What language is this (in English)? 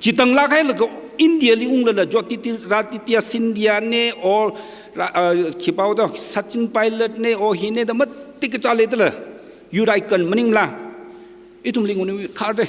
Tangkhul Naga (India)